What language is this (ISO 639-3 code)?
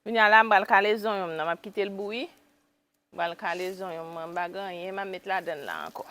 hat